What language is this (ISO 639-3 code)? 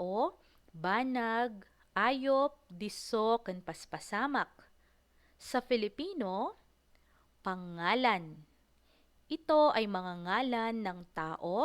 ilo